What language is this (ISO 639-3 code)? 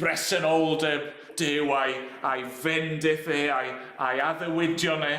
cym